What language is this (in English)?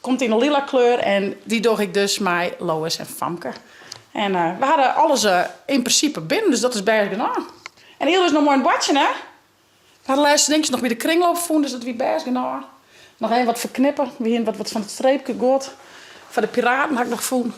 Western Frisian